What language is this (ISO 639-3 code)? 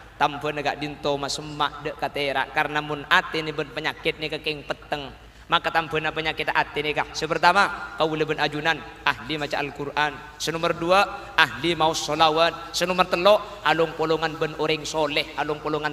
mad